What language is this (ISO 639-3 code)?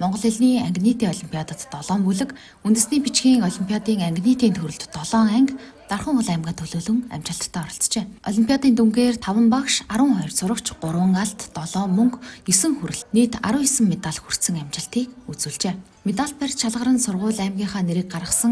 mon